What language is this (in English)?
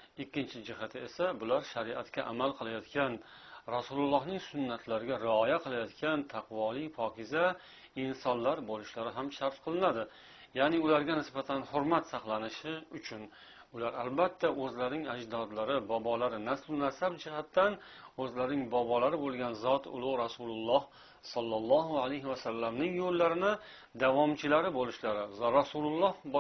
Uzbek